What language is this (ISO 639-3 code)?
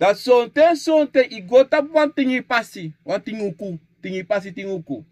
srn